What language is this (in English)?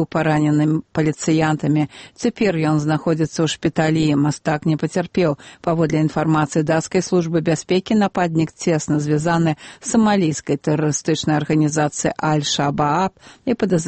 Belarusian